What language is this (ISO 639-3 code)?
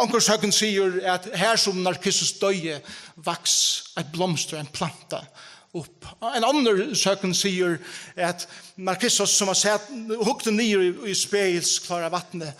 fao